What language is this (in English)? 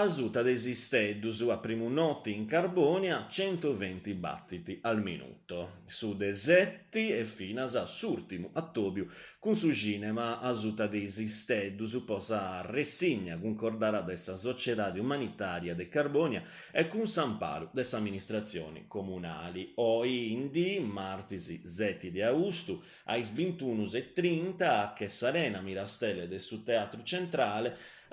Sardinian